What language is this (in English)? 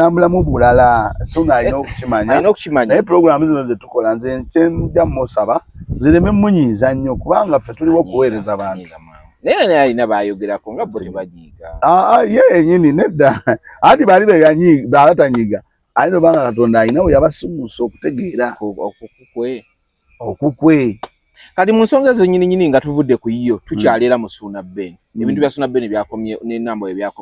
Ganda